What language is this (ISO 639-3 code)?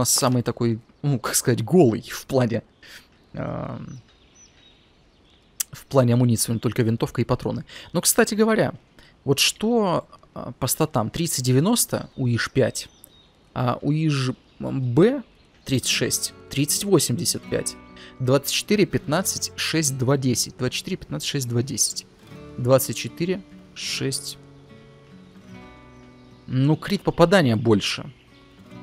rus